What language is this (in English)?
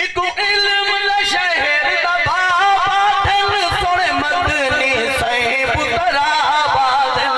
Saraiki